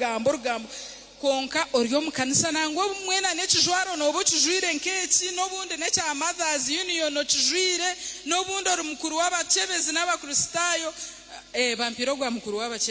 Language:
Nyankole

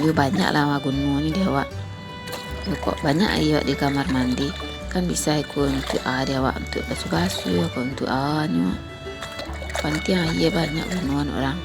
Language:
Minangkabau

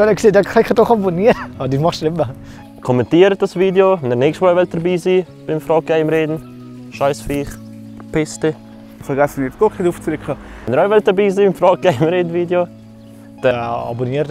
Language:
Swiss German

